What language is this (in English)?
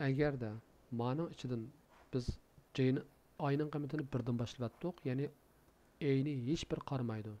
Uyghur